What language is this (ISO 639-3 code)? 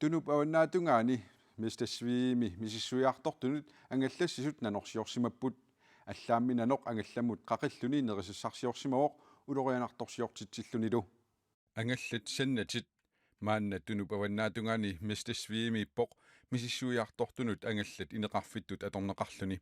kal